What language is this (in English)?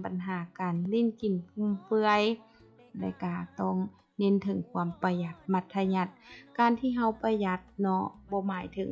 Lao